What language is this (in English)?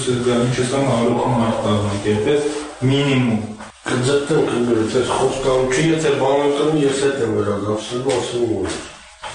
Armenian